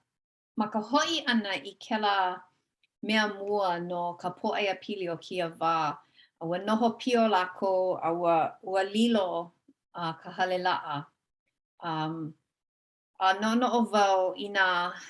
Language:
Hawaiian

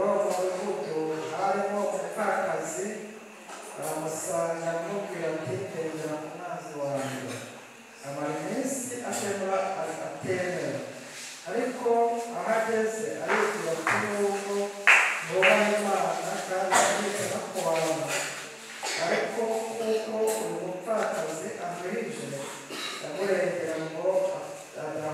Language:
Kinyarwanda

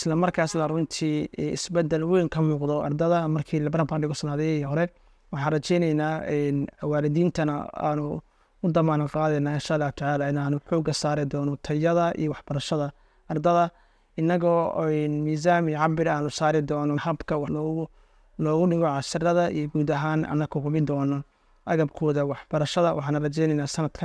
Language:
Somali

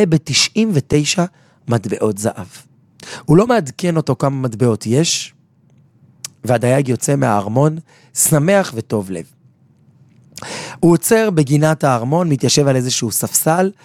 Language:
Hebrew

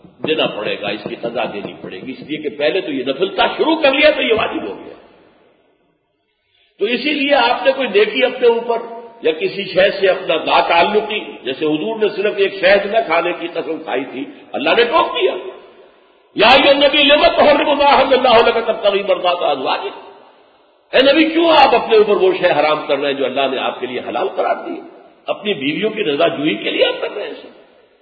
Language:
Urdu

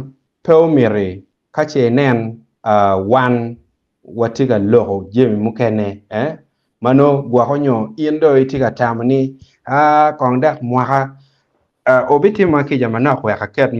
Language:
Acoli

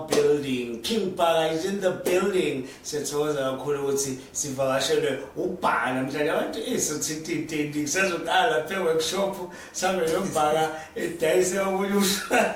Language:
Zulu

